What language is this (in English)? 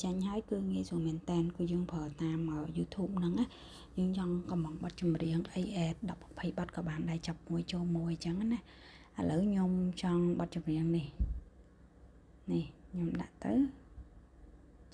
Khmer